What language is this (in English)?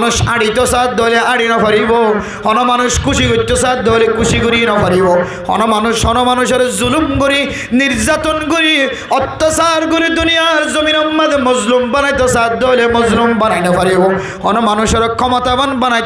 Rohingya